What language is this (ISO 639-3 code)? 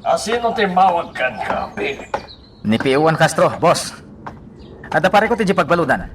ilo